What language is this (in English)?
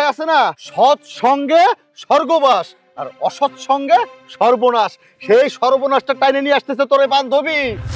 Bangla